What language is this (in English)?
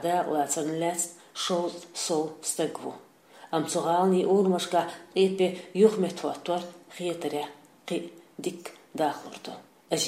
Chechen